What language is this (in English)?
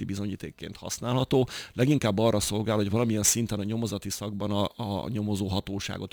Hungarian